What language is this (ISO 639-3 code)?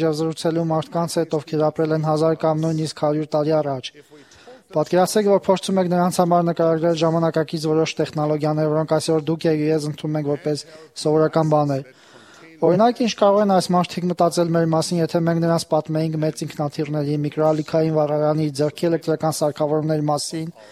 hye